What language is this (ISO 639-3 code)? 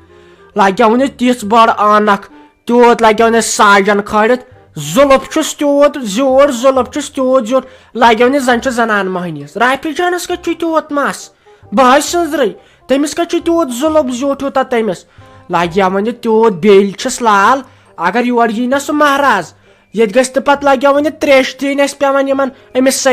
kas